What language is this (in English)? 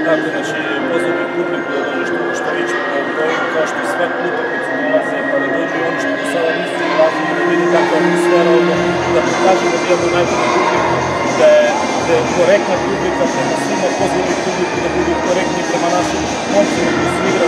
Macedonian